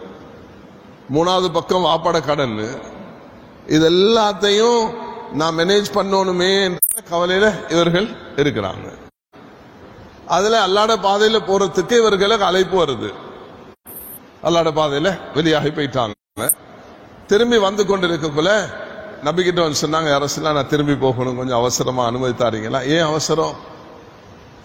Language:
Tamil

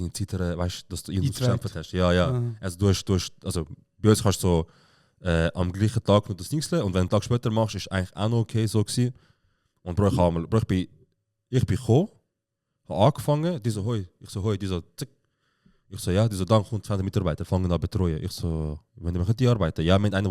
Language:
Swiss German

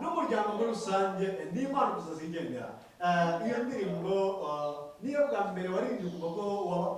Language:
Kinyarwanda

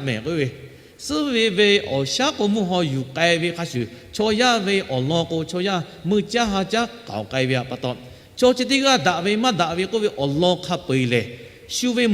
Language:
Lahu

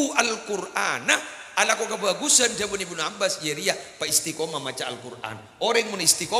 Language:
Madurese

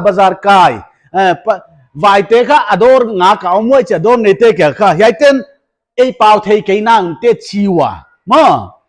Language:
Paite Chin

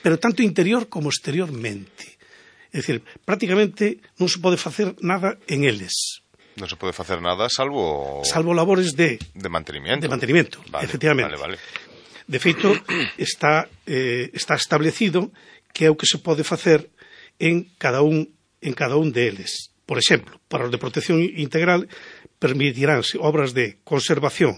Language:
Galician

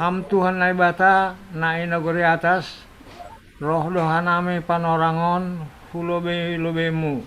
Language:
Batak Simalungun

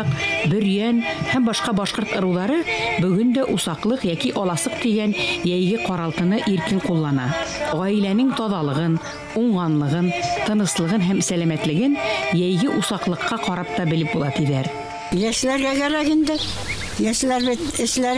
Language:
Bashkir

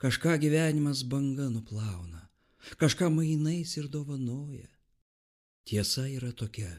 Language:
Lithuanian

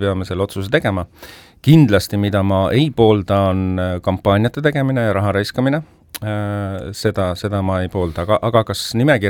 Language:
Estonian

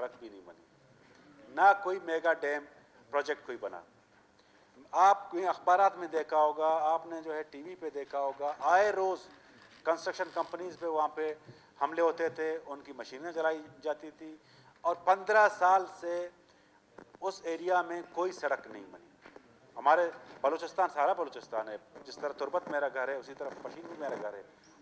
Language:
Urdu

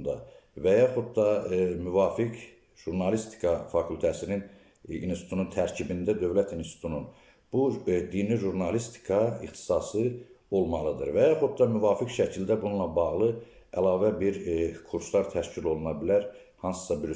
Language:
Azerbaijani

